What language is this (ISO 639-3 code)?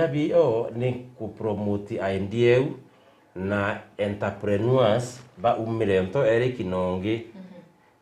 mer